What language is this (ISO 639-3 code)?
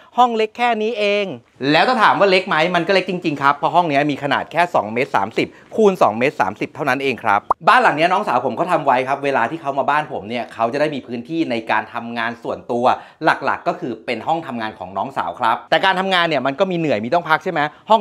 tha